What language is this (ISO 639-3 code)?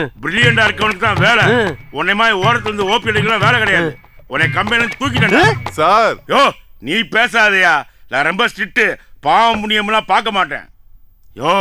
tam